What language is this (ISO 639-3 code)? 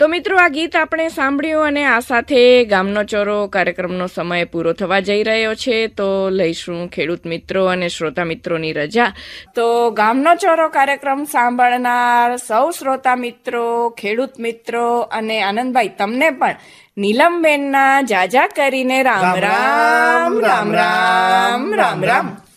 guj